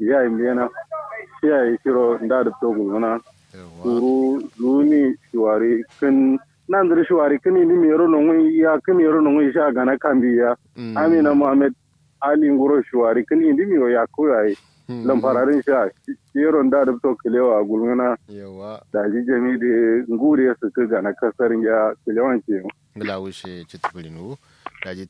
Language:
Kanuri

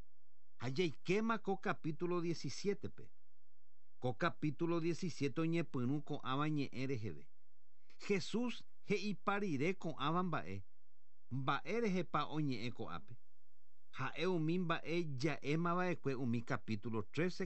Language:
Guarani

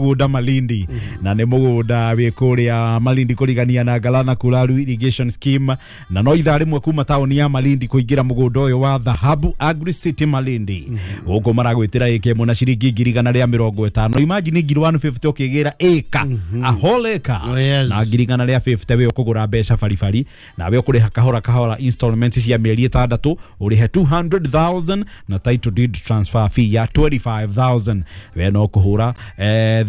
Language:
Kikuyu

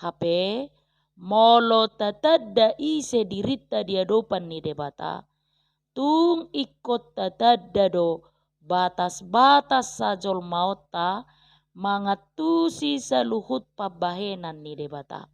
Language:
Batak Toba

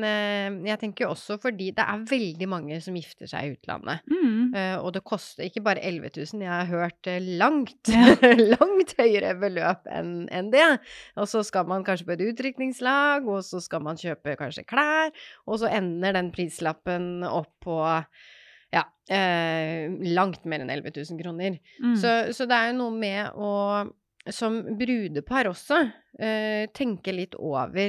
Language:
Norwegian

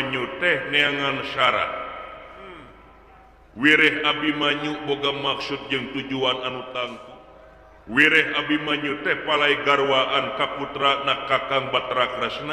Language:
Sundanese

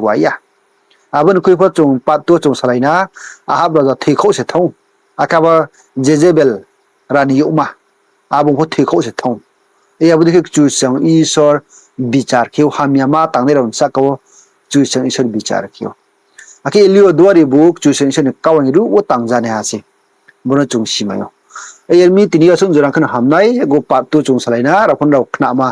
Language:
Riang (India)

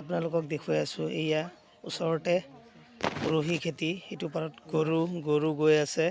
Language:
Assamese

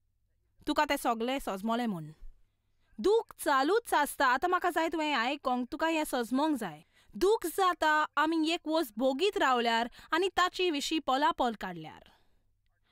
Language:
Konkani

